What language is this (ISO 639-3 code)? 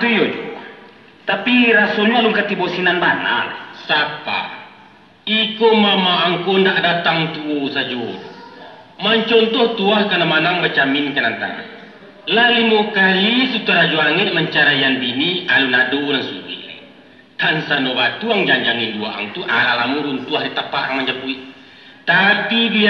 min